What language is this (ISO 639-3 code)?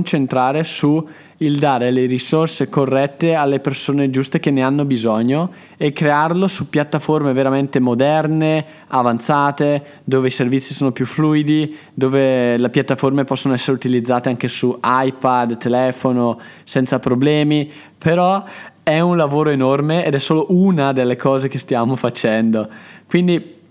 ita